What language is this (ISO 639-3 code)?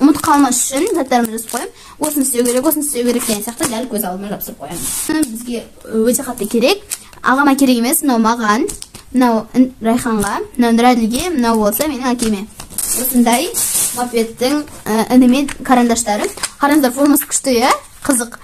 kaz